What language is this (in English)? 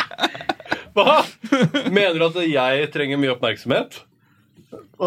Norwegian